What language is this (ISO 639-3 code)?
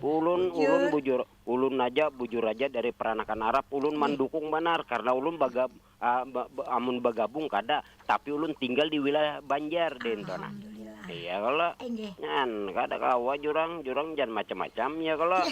bjn